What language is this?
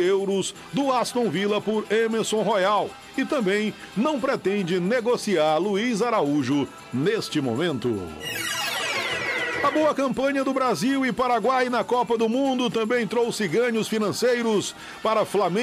Portuguese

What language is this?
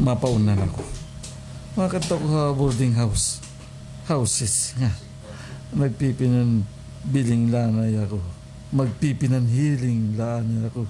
Waray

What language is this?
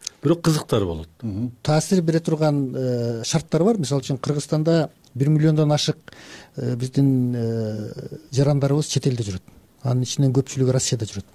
Kyrgyz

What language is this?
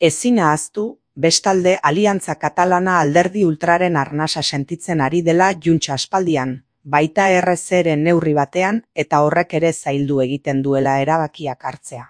Basque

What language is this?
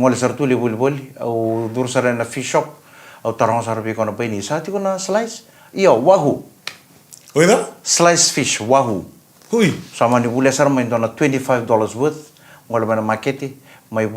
Fijian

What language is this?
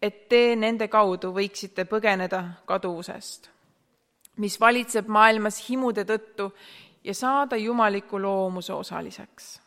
Estonian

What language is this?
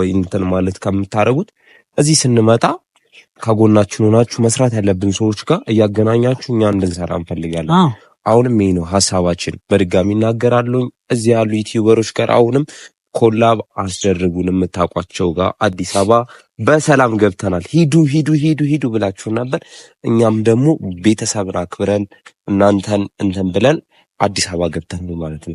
Amharic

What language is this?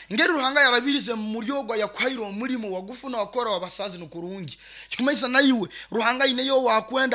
Nyoro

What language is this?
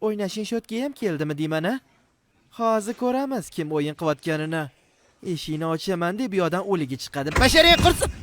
Uzbek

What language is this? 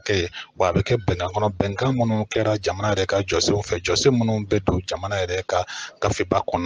Bambara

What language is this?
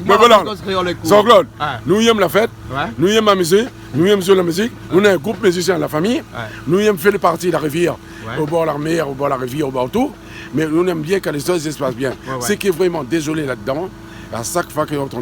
Réunion Creole French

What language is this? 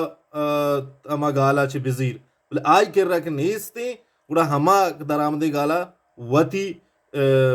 Baluchi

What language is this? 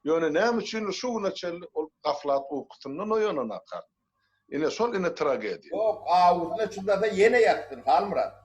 Turkmen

